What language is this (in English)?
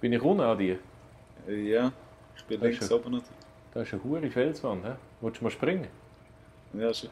Swiss German